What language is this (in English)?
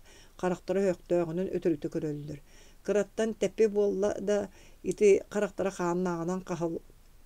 Yakut